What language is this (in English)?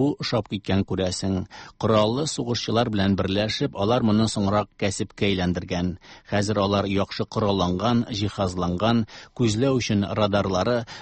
Tatar